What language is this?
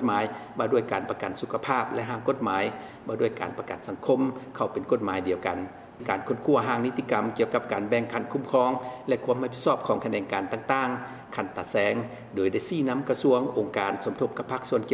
Lao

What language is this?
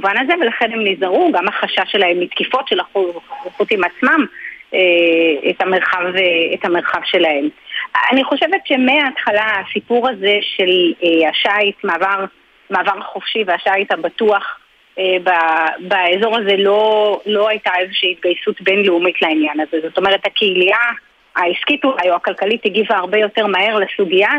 Hebrew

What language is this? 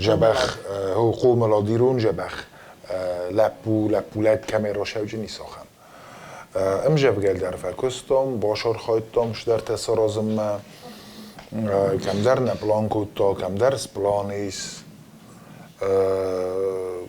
Ossetic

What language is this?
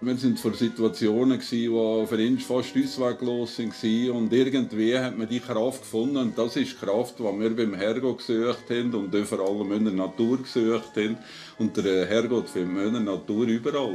Swiss German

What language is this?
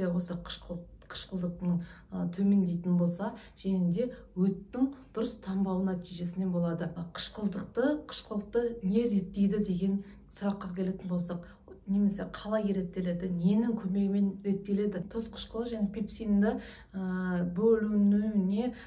Kazakh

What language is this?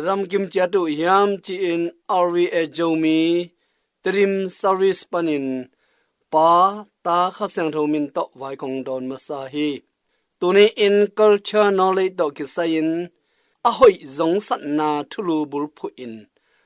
Tedim Chin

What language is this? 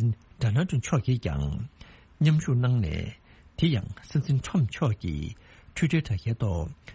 Tibetan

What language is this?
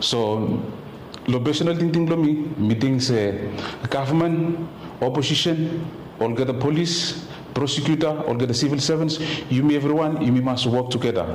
Bislama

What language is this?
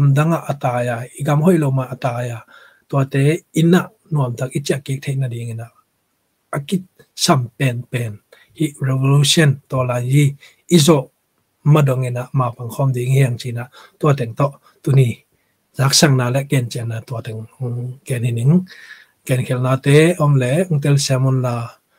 Tedim Chin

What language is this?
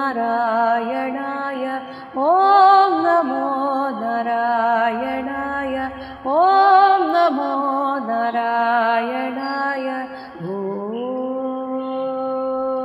Malayalam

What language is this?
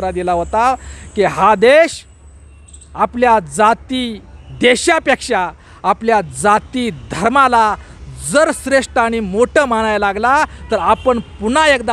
Marathi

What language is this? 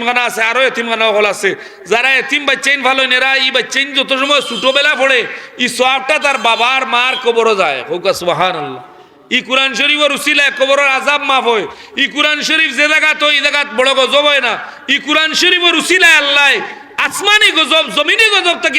Sylheti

